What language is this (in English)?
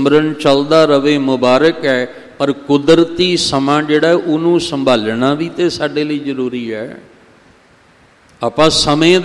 Punjabi